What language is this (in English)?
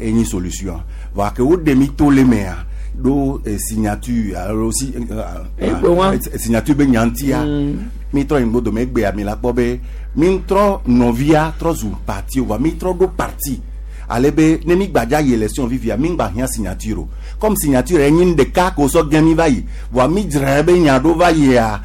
Gen